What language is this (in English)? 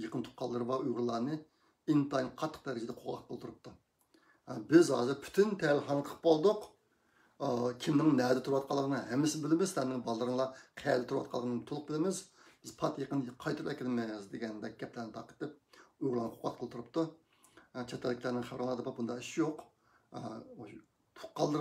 Uyghur